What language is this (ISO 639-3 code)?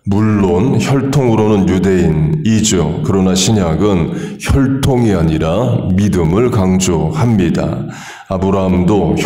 kor